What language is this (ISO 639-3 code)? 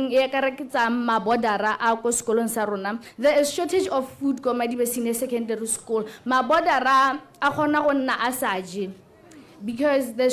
tsn